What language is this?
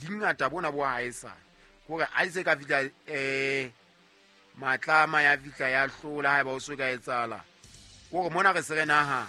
Southern Sotho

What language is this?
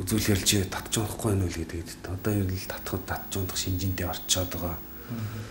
Mongolian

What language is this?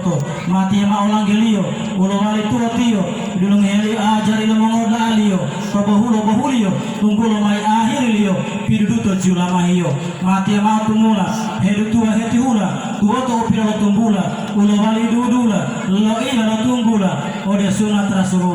Gorontalo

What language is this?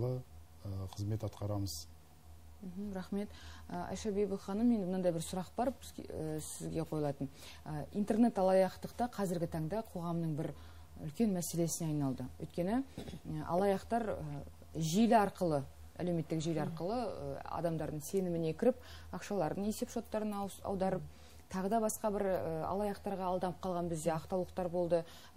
Kazakh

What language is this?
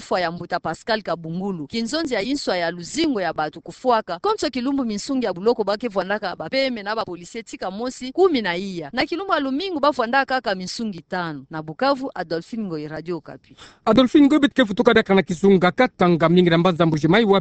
Kituba (Democratic Republic of Congo)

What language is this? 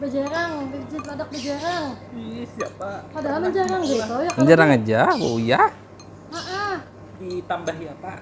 Banjar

